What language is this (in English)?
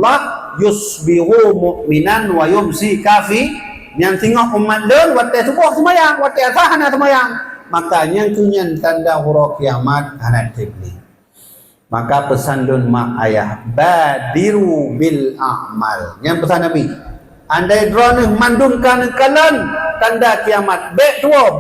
Achinese